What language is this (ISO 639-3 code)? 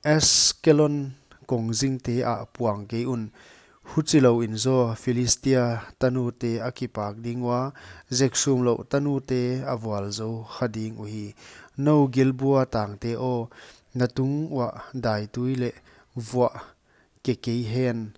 pck